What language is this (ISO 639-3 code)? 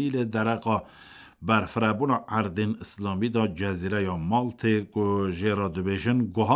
kur